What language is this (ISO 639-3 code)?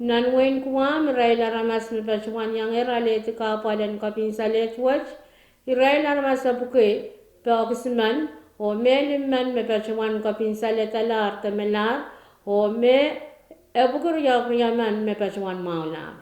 pon